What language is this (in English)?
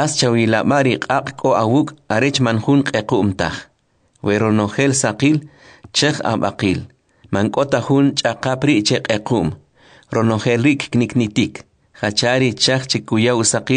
Kʼicheʼ